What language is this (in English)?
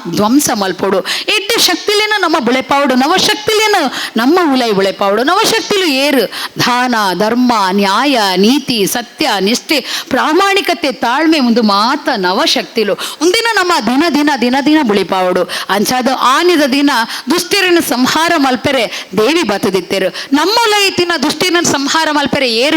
Tulu